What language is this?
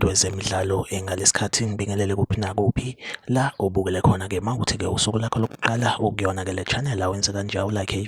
Zulu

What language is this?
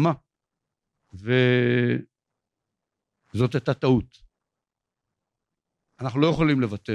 Hebrew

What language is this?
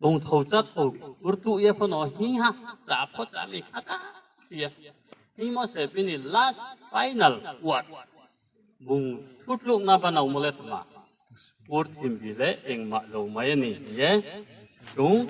Riang (India)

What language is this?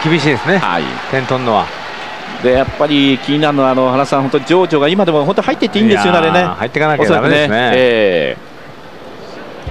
Japanese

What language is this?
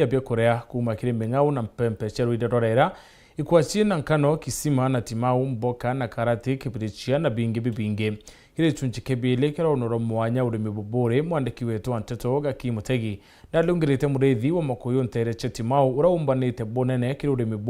Meru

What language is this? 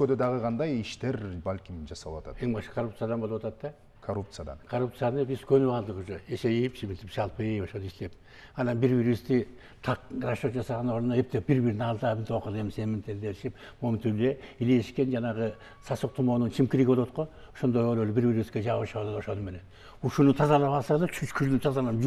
Kyrgyz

